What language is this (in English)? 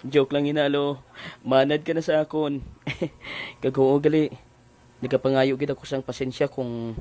Hiligaynon